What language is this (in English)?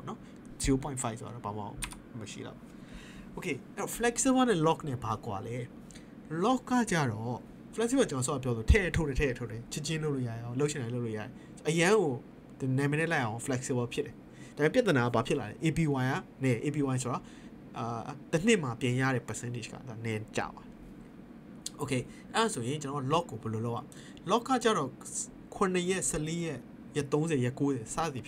Burmese